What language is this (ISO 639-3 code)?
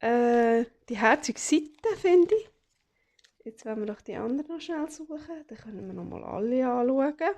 gsw